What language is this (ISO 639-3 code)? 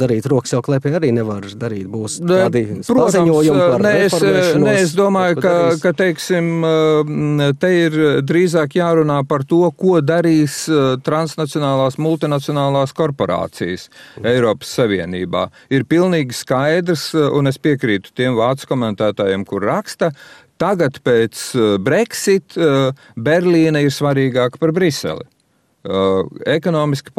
lav